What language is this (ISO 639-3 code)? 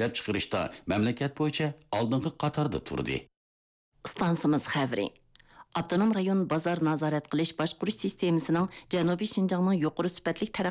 uig